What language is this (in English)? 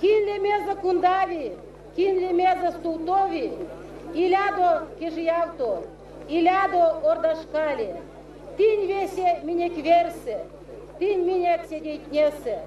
Erzya